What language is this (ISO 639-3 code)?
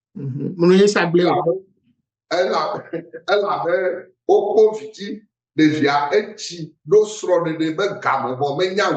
ewe